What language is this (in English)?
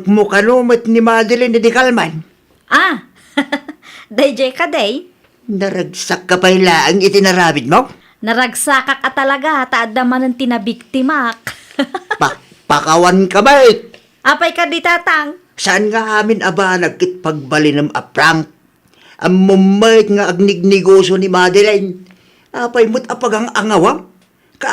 Iloko